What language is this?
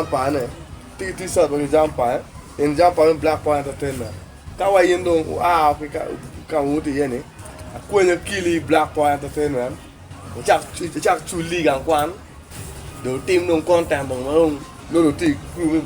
Acoli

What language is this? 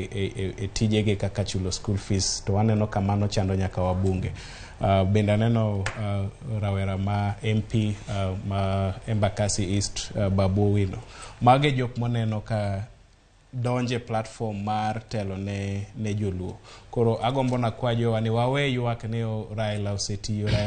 Luo (Kenya and Tanzania)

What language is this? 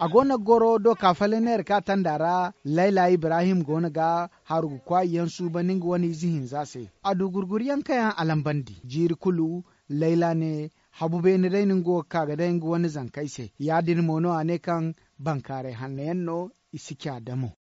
Zarma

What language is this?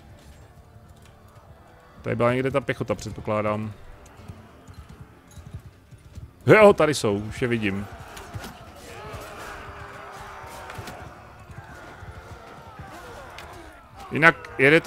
Czech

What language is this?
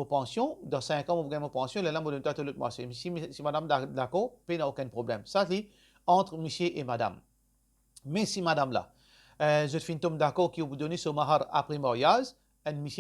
Morisyen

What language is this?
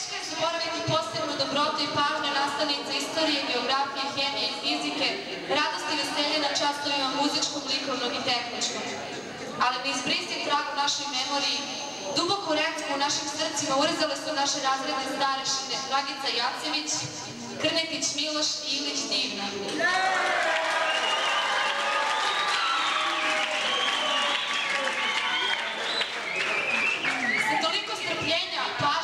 Serbian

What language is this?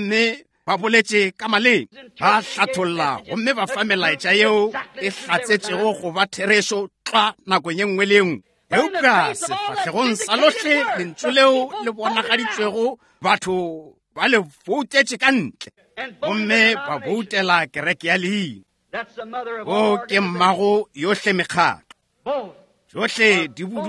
Northern Sotho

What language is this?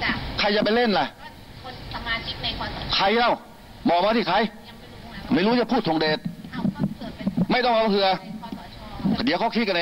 Thai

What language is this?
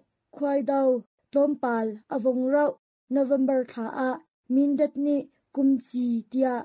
Hakha Chin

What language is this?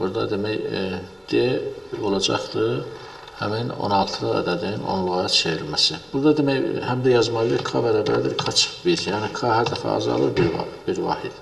Azerbaijani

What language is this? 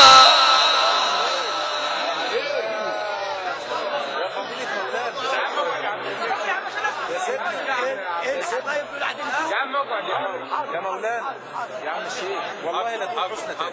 Arabic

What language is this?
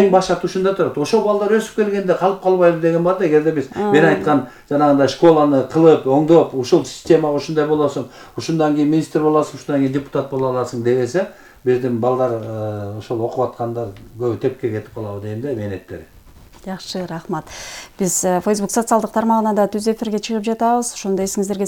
Kyrgyz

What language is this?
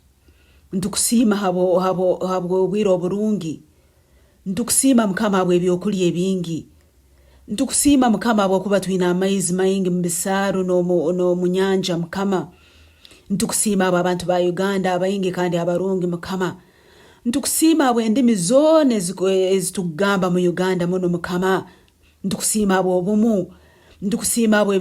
Nyankole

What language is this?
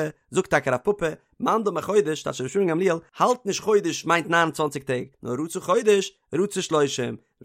Yiddish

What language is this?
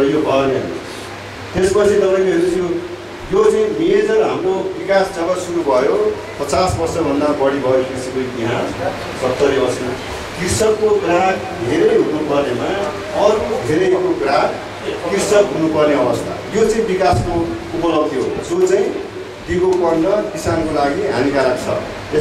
Nepali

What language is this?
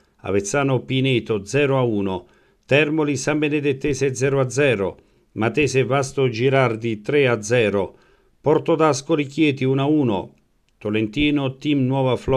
Italian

